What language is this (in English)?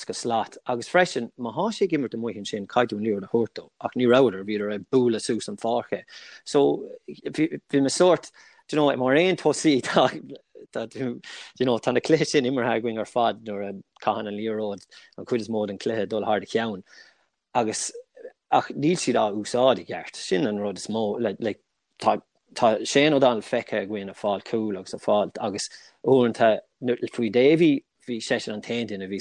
Irish